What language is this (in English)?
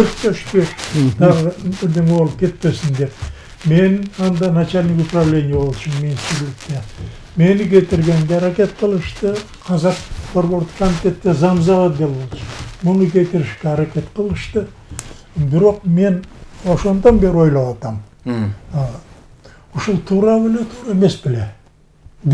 Kyrgyz